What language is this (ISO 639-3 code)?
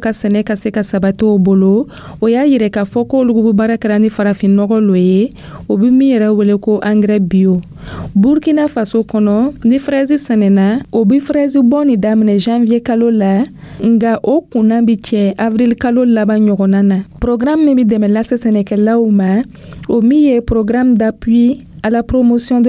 dyu